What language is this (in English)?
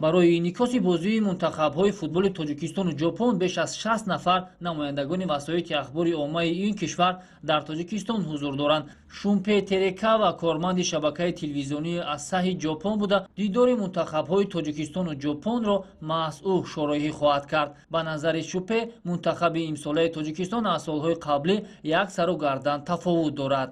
Tajik